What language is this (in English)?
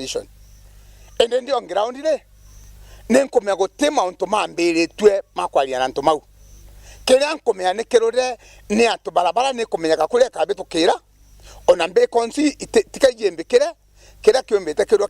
Meru